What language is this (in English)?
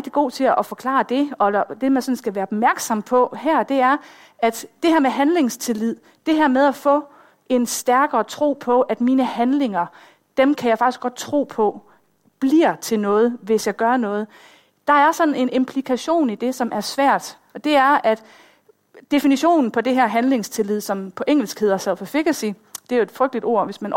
Danish